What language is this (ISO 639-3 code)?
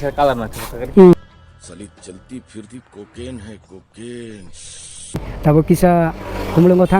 trp